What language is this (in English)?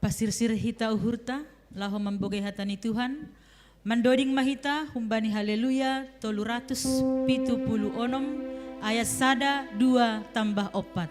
Batak Simalungun